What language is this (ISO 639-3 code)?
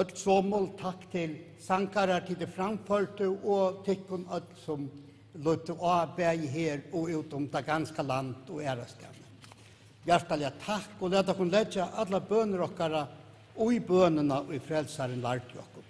fao